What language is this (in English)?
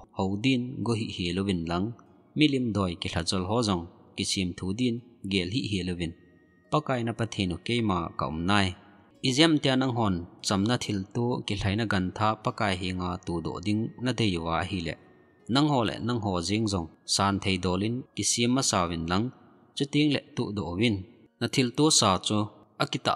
Thado Chin